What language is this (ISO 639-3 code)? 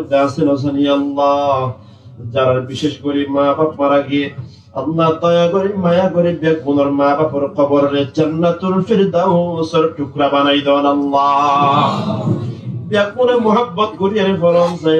rhg